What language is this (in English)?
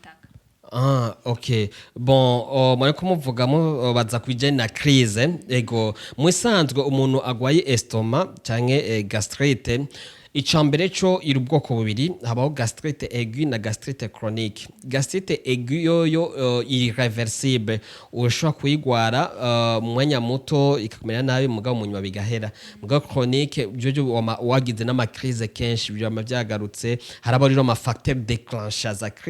Rundi